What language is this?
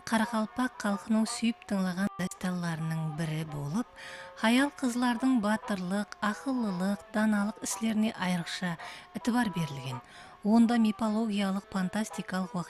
Kara-Kalpak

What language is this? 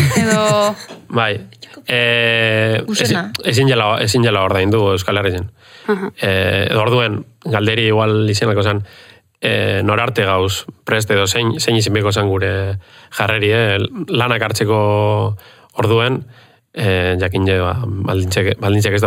Basque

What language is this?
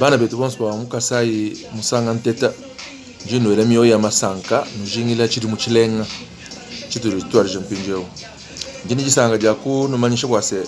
Luba-Lulua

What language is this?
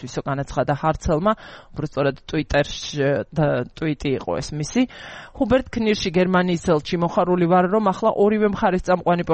Georgian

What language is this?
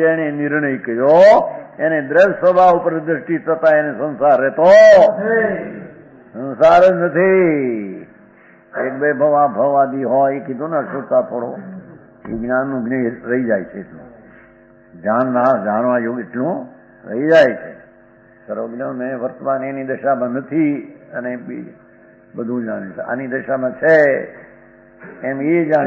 Gujarati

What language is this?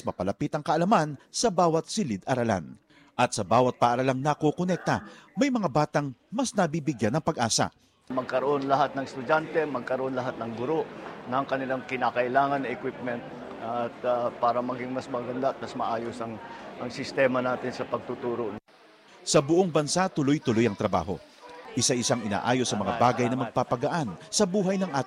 Filipino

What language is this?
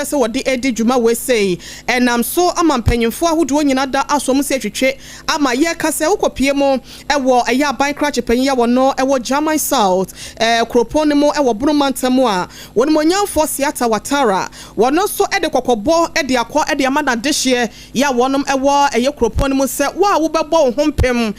Akan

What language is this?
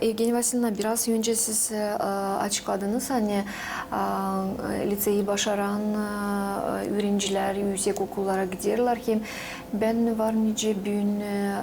Gagauz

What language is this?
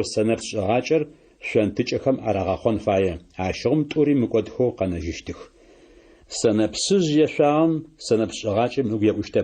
Adyghe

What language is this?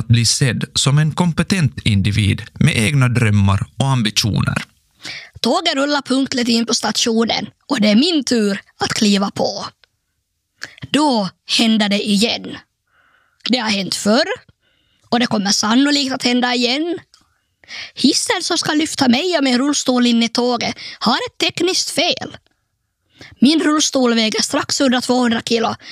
Swedish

